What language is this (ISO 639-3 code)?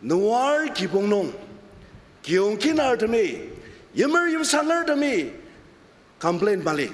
njo